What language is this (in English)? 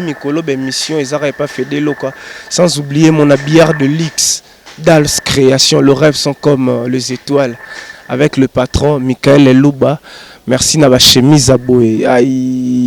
Lingala